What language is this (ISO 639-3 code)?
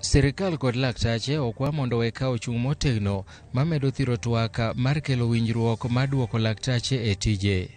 luo